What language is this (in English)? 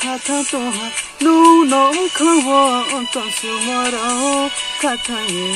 Riang (India)